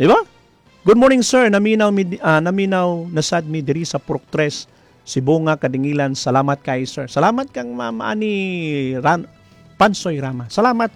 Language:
Cebuano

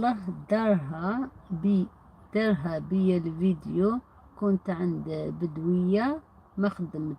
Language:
Algerian Arabic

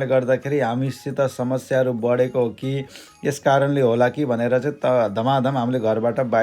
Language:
Nepali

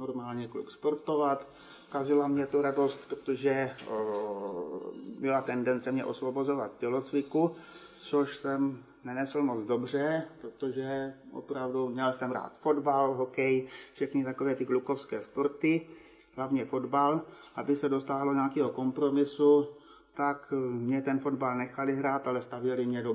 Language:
Czech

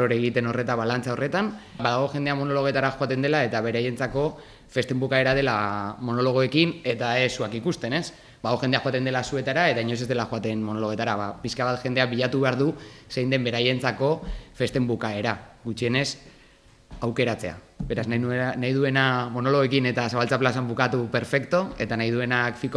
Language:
Basque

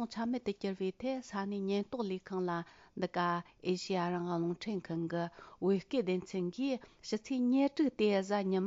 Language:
Tibetan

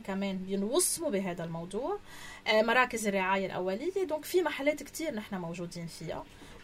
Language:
North Levantine Arabic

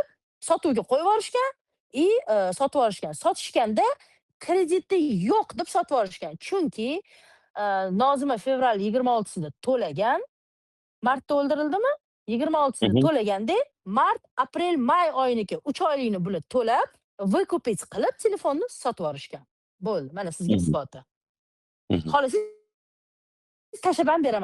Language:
Uzbek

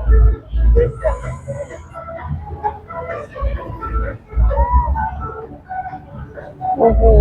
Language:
Lao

